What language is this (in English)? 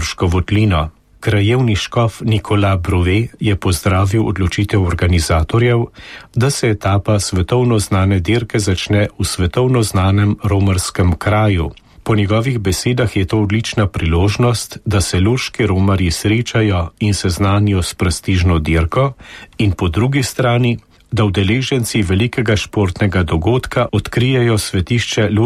Slovenian